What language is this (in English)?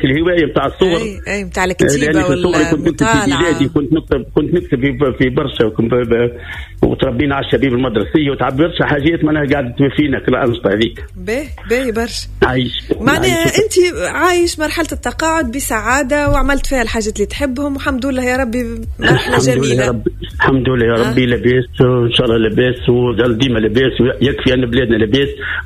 Tunisian Arabic